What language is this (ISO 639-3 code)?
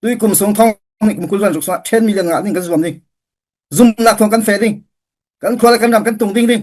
cfm